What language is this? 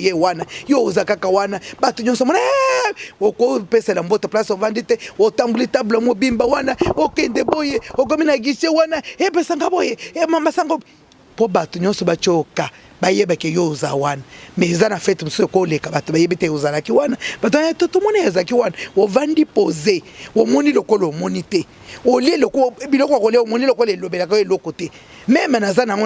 Lingala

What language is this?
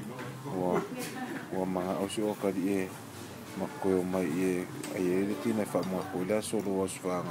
Samoan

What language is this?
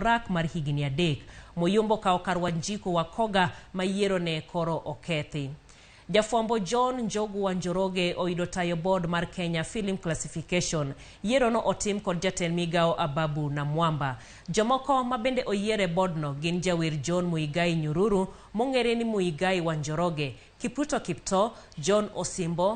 Luo (Kenya and Tanzania)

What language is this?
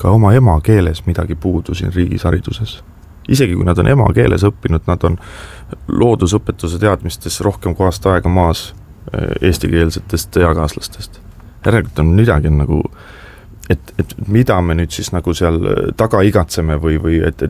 Estonian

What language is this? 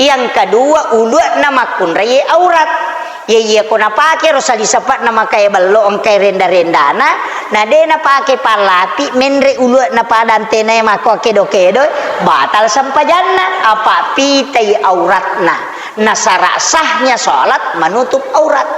Buginese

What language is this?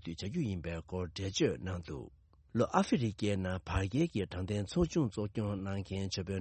Tibetan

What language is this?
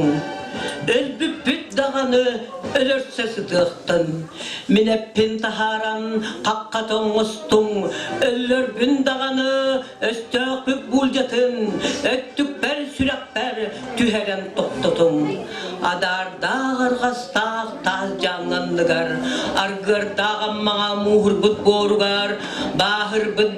Yakut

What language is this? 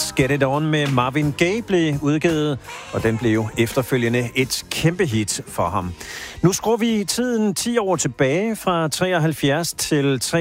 Danish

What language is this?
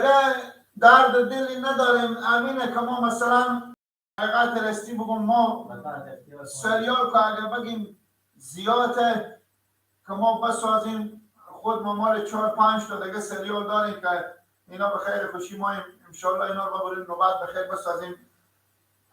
Persian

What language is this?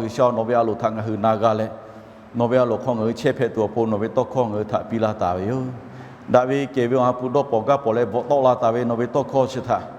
Lahu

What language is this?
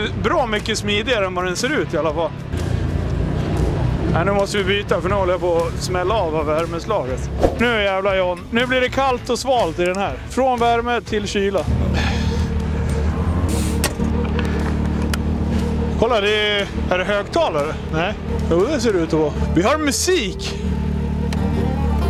Swedish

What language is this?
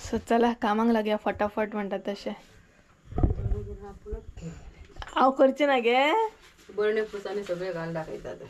Konkani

